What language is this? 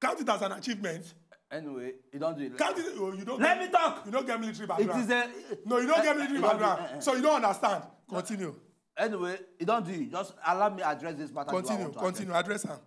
Nigerian Pidgin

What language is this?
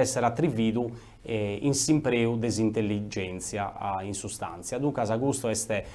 Sardinian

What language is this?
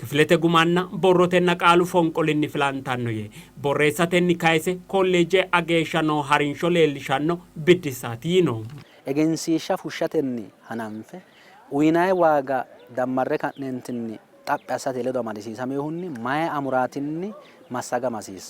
Sidamo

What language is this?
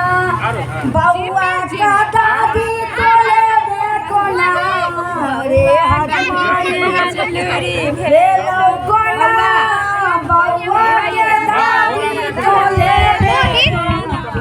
Maithili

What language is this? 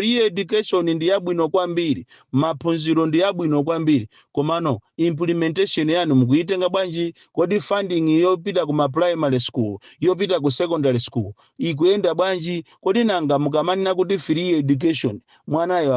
Nyanja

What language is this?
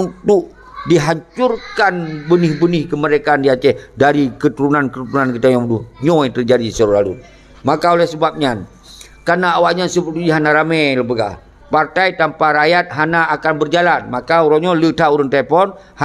Achinese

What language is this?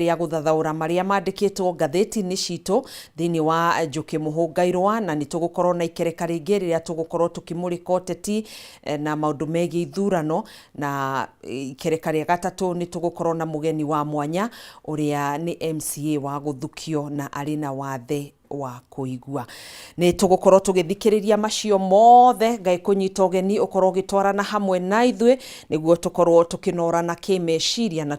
Kikuyu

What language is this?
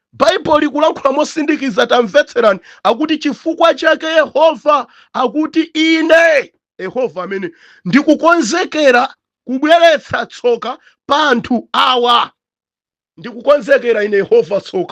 Nyanja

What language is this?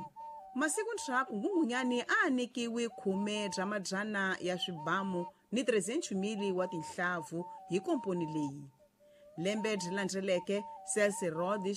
Tsonga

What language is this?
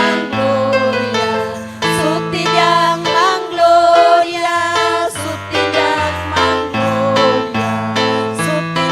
Ayacucho Quechua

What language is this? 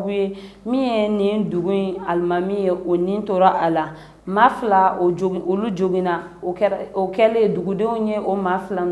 Bambara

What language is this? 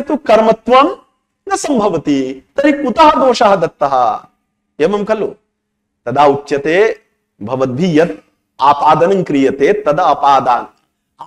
Sanskrit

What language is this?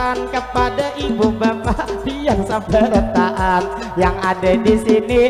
Banjar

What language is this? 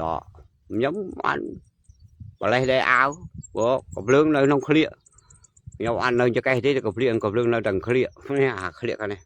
Khmer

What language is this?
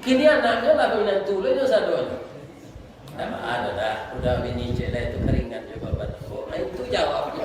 Minangkabau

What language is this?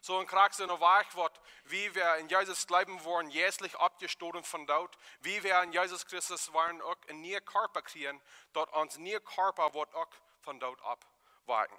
Plautdietsch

